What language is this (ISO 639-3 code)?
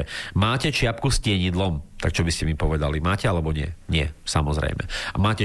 slk